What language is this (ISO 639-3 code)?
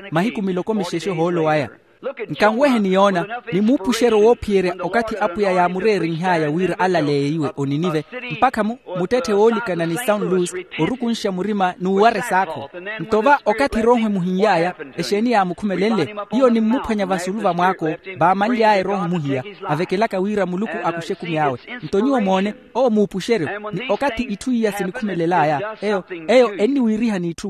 vmw